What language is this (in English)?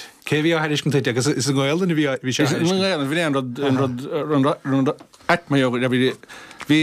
Irish